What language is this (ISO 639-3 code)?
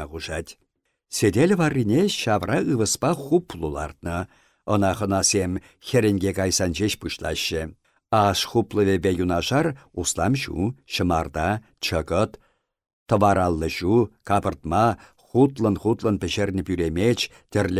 chv